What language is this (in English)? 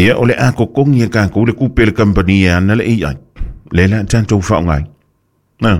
Samoan